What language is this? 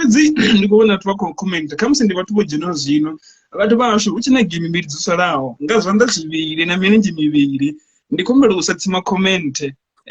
Venda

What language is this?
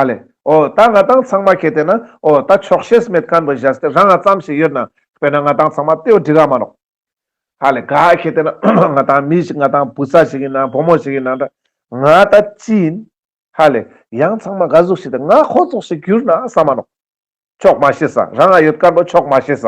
Ladakhi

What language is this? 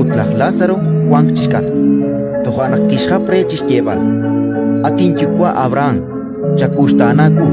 Kekchí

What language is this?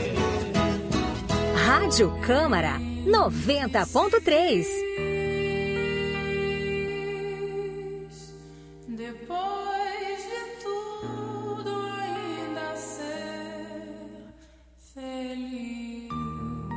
Portuguese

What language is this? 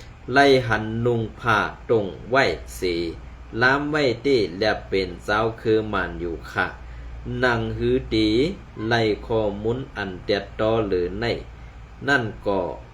Shan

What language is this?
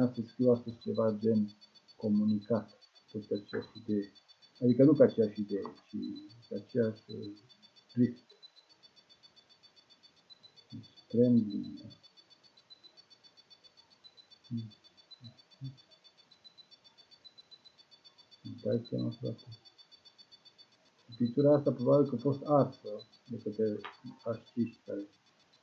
Romanian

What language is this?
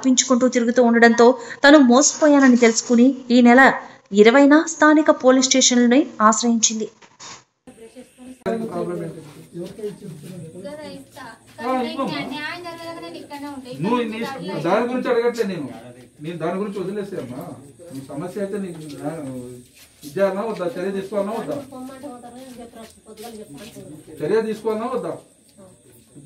Telugu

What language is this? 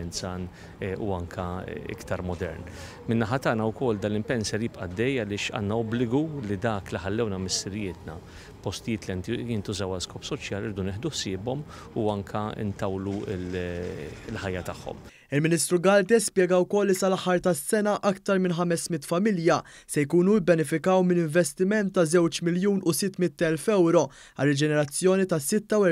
Maltese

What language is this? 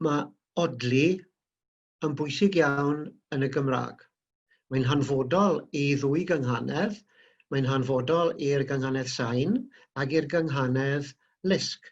Welsh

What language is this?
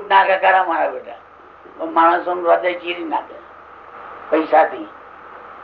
Gujarati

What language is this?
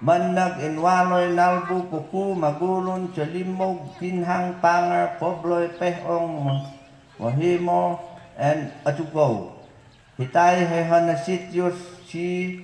Mayoyao Ifugao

